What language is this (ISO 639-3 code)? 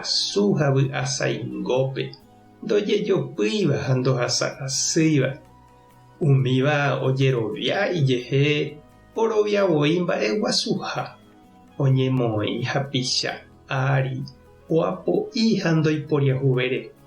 grn